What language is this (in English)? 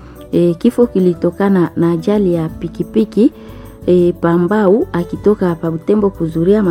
Swahili